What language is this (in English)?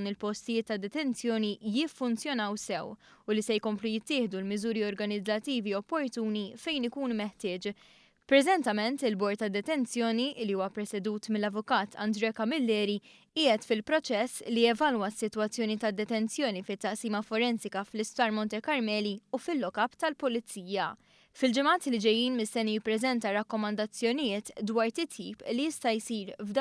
Maltese